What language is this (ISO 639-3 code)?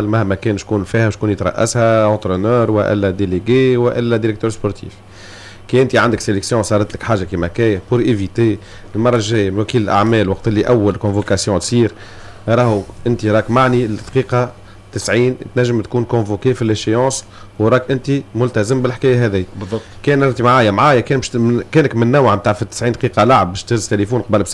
aeb